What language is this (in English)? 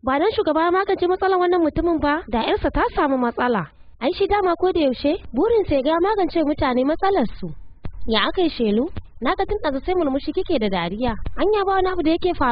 Hausa